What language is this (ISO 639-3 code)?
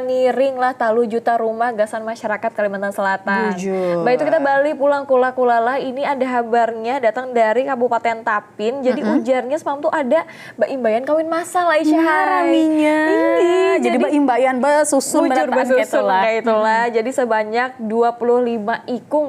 bjn